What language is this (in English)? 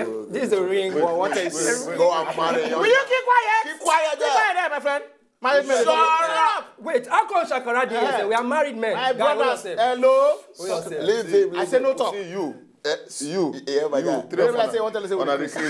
Nigerian Pidgin